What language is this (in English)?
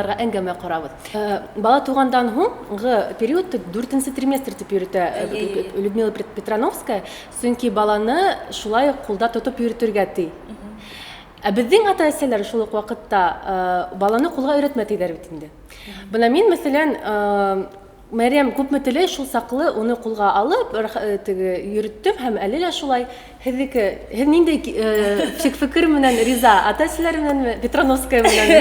Bashkir